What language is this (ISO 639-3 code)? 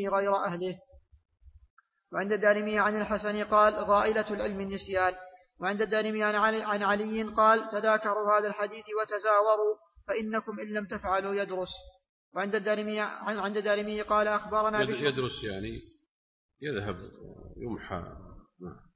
ara